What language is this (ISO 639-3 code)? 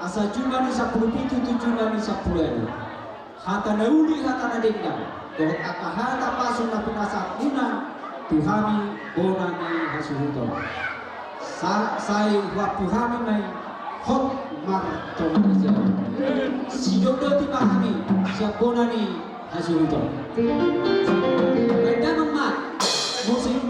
bbc